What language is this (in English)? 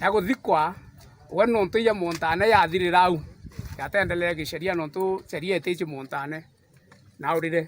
Meru